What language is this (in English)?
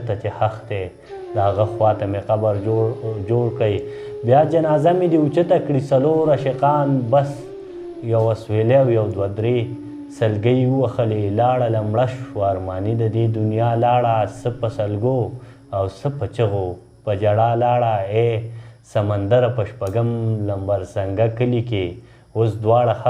Pashto